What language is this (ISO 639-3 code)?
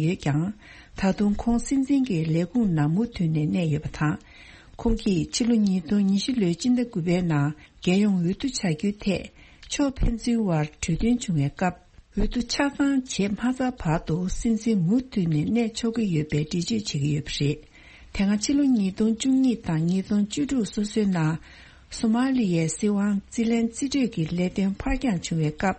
bod